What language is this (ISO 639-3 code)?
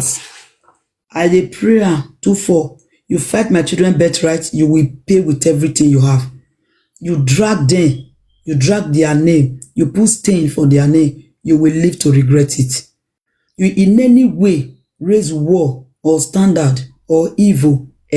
pcm